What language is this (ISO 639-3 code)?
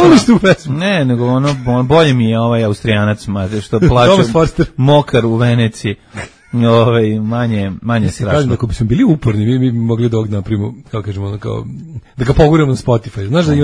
srp